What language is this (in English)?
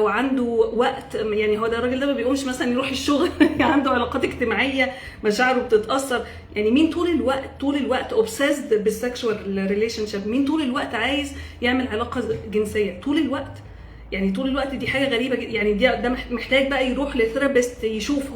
Egyptian Arabic